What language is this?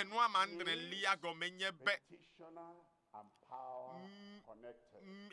Ewe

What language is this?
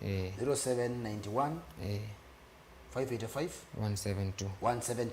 Kamba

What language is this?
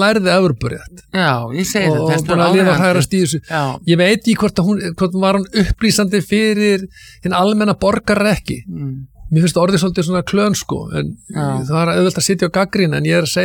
Icelandic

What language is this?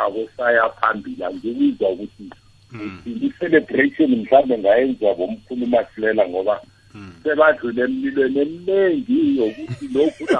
South Ndebele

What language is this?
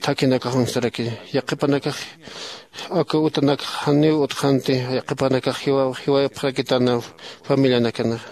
Aymara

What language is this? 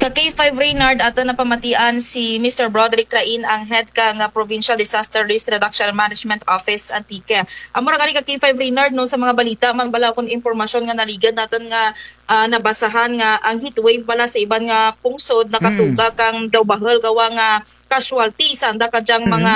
Kinaray-a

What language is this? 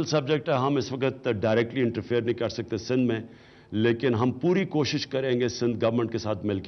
Urdu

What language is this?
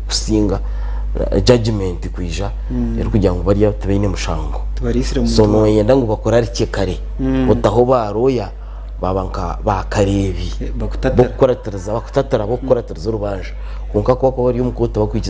Nyankole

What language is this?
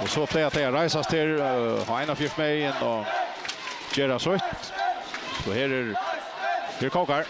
Faroese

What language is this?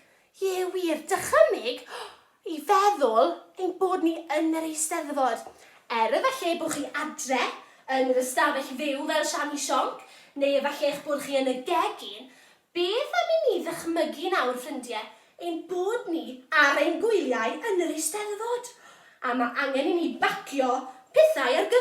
Welsh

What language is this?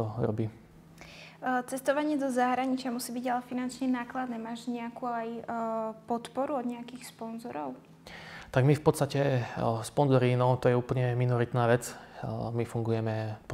Slovak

